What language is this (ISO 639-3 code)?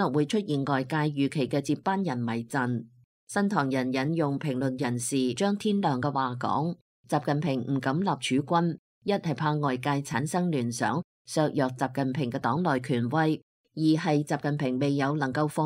yue